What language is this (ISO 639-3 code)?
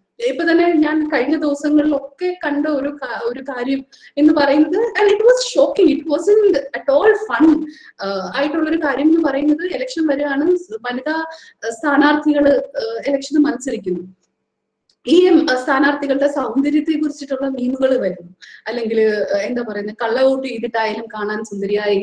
mal